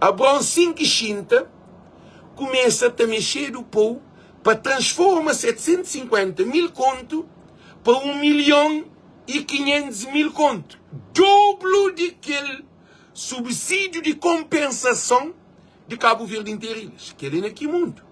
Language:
Kabuverdianu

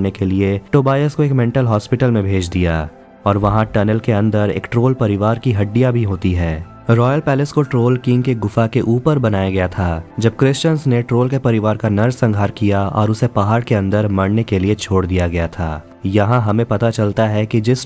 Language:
Hindi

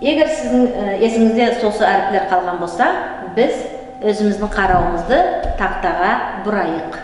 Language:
Nogai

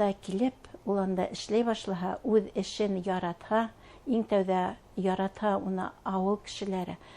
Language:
Bashkir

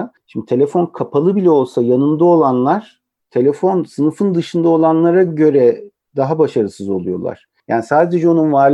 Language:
Turkish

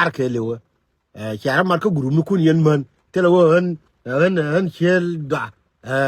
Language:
Nuer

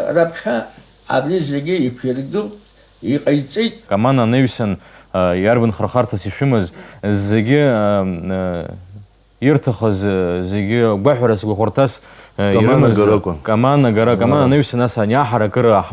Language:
Abkhazian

